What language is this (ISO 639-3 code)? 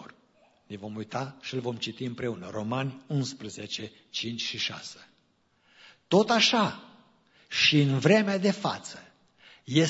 ron